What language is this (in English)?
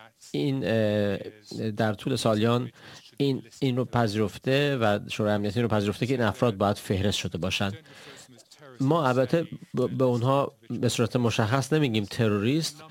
Persian